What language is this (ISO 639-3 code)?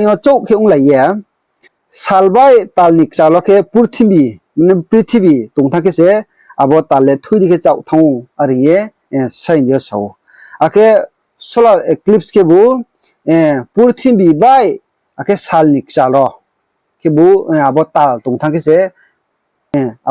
ria